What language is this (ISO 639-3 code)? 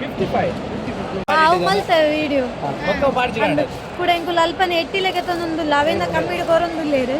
tcy